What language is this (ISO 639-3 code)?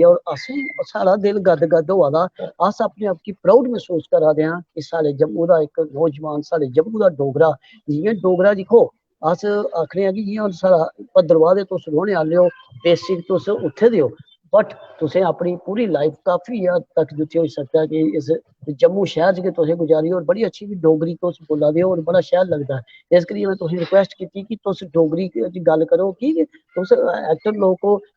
doi